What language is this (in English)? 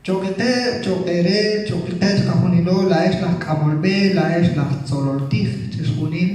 Kekchí